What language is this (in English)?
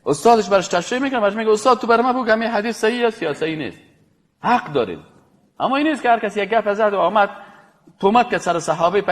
Persian